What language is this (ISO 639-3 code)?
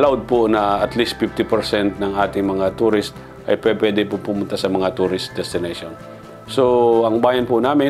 fil